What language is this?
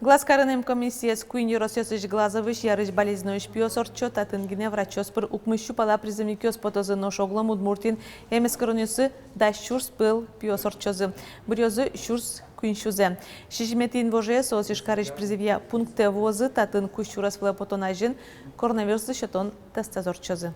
Udmurt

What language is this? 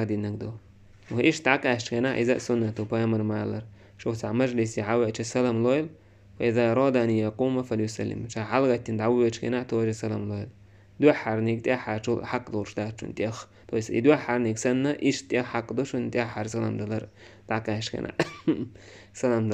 Chechen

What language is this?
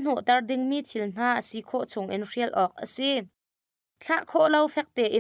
Hakha Chin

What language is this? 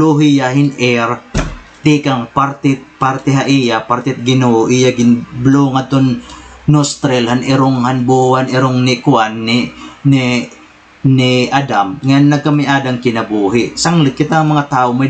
Waray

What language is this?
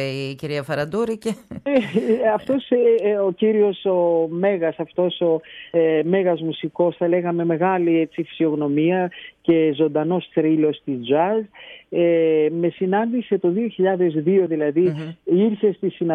Greek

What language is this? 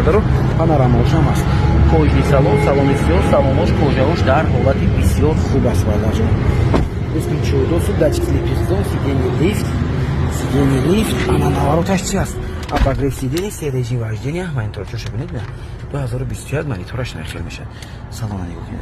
Tajik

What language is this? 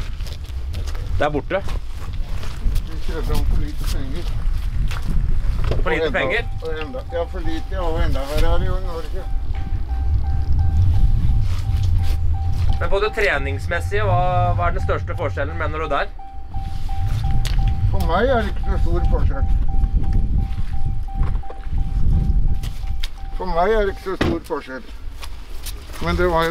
Norwegian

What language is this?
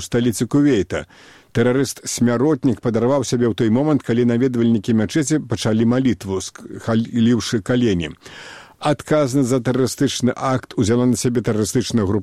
Belarusian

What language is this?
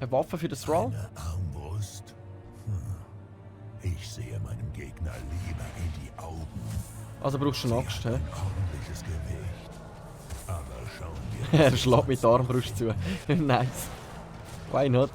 Swiss German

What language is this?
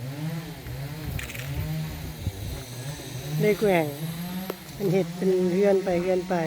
Lao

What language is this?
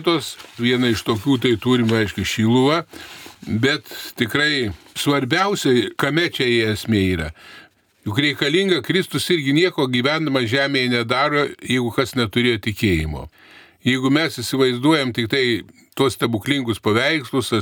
Lithuanian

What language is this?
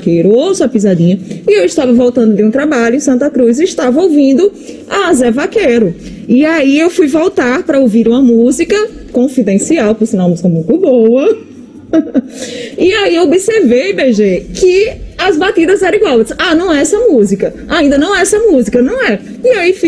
Portuguese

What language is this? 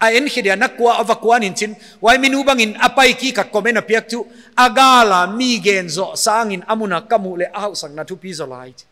Paite Chin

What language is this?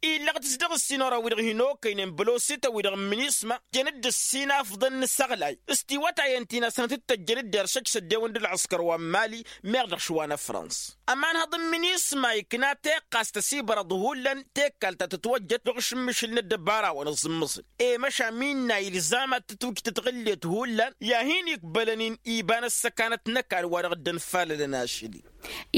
Tamasheq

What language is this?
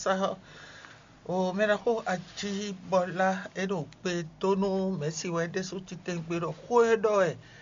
Fon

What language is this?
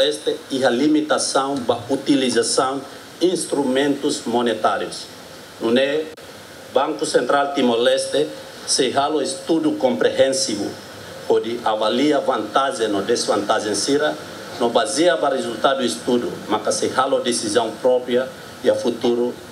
Tetum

